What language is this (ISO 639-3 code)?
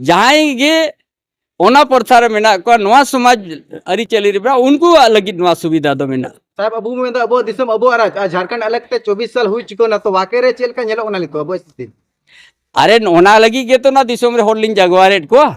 sat